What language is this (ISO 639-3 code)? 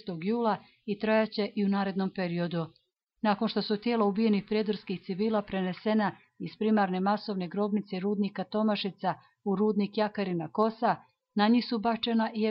bos